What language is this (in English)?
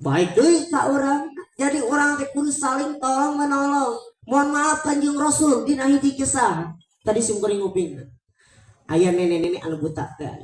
Sundanese